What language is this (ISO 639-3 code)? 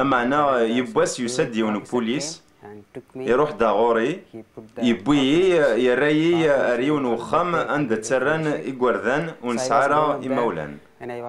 kab